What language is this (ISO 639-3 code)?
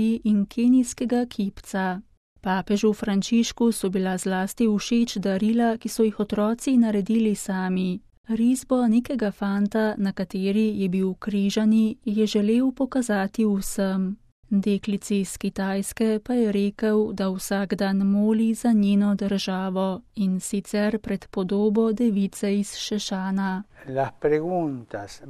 slv